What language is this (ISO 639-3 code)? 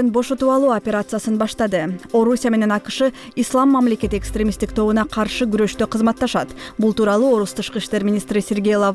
kir